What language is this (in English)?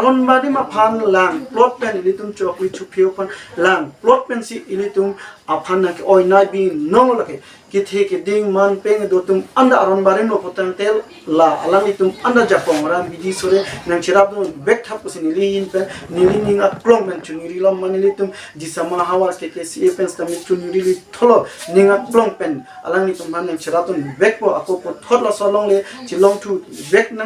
Karbi